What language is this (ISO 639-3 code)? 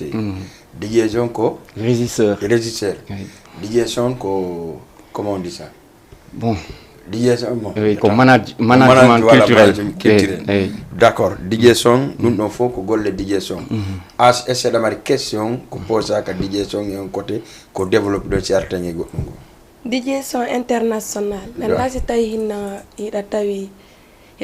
ful